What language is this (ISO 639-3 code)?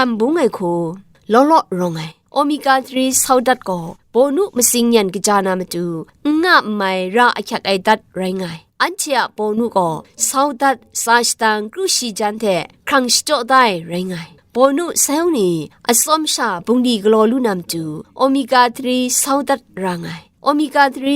kac